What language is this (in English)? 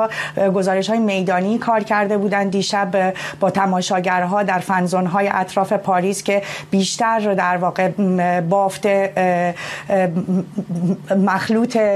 Persian